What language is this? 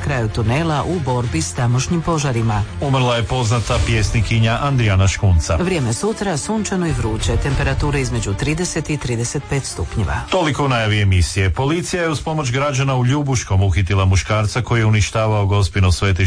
Croatian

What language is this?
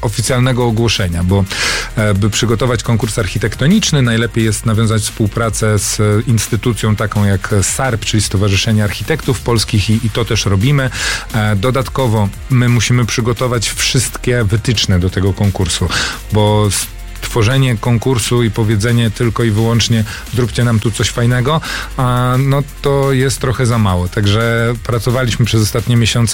Polish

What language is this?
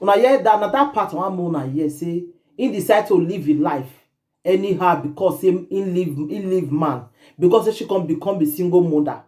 Nigerian Pidgin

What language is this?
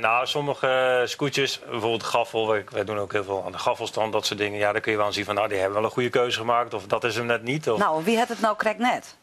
Western Frisian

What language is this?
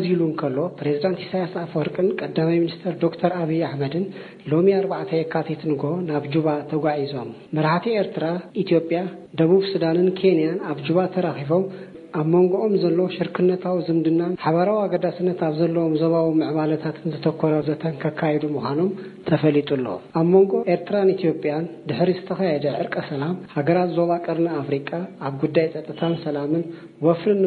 Tigrinya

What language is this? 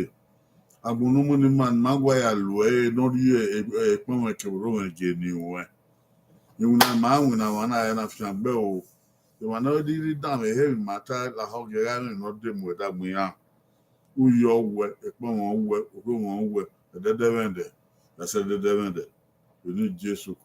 Bini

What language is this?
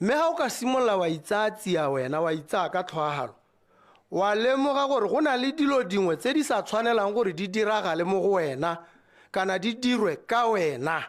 Tswana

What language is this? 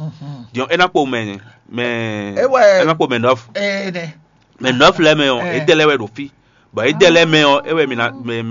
Fon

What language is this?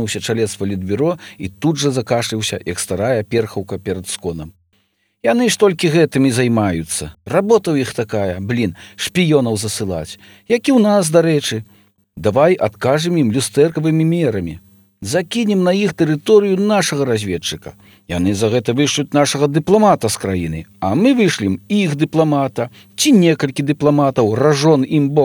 Belarusian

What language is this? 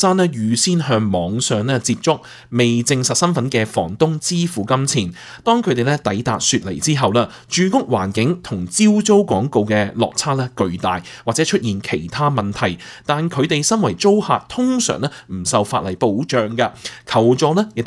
Cantonese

